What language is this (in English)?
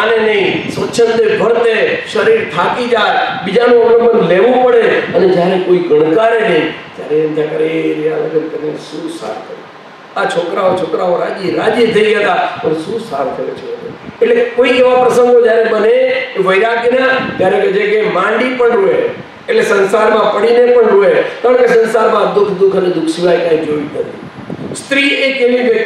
Gujarati